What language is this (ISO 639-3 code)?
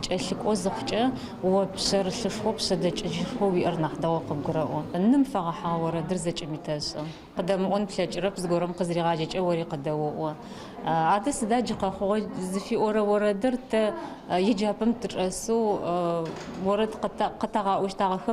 ady